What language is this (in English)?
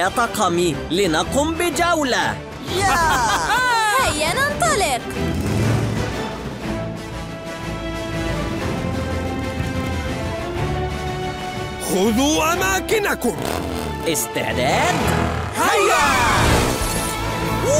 Arabic